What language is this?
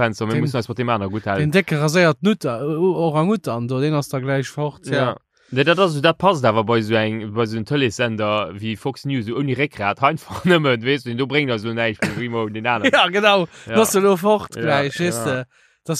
Luxembourgish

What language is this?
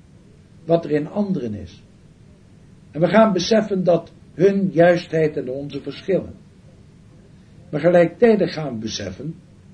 Dutch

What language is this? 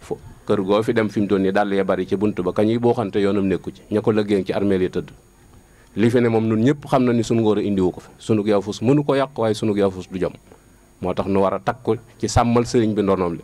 Wolof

